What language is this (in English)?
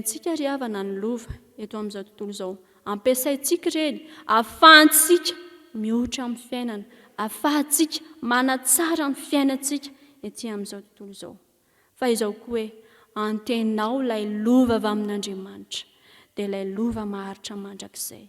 Malagasy